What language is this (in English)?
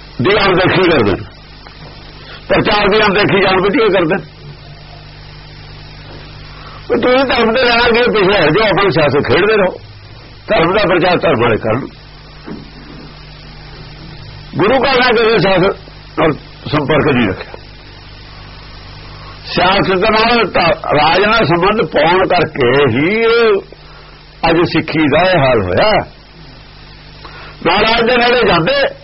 Punjabi